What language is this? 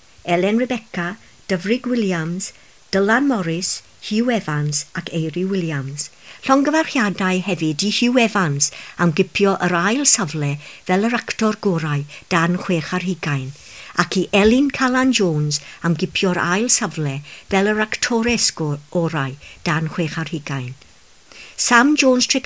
Welsh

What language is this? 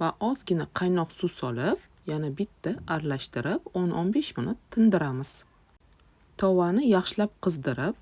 Uzbek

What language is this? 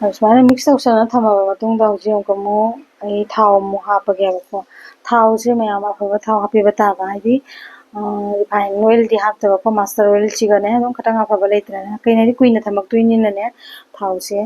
Manipuri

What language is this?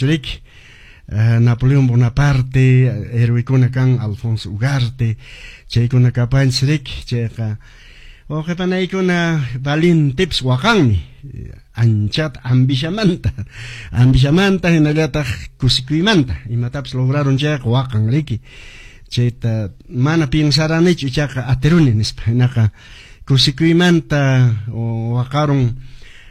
Quechua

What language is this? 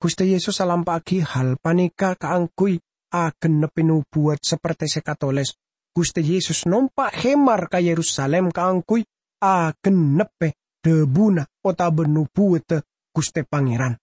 Madurese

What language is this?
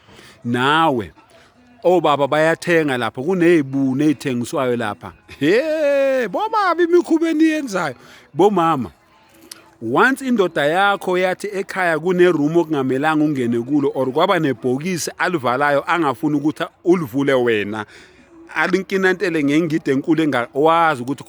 Zulu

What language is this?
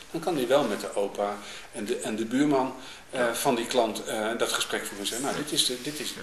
Dutch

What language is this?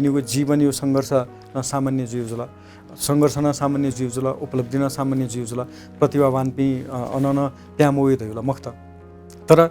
Newari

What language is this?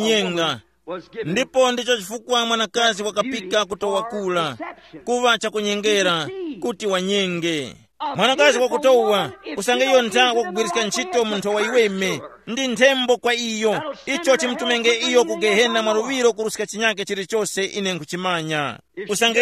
Tumbuka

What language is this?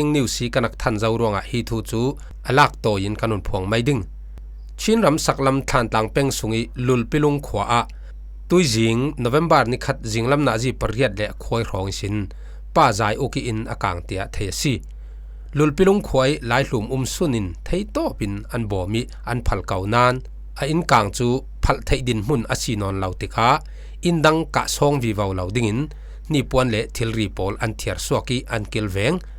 Falam Chin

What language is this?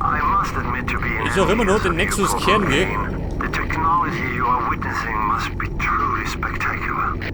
Bavarian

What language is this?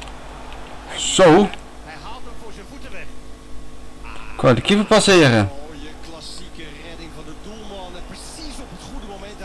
Dutch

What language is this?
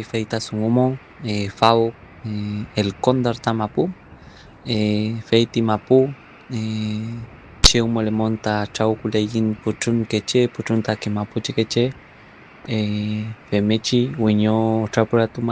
Mapuche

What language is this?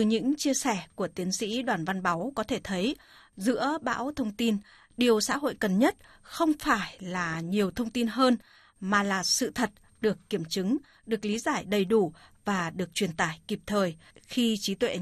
Vietnamese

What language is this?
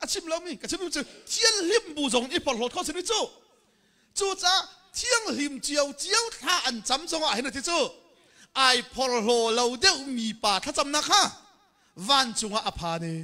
Hakha Chin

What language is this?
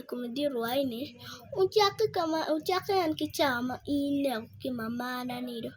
Acoli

